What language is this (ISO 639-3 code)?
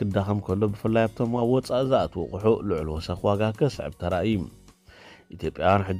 tir